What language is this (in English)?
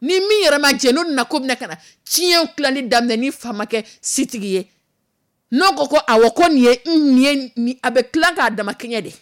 Dyula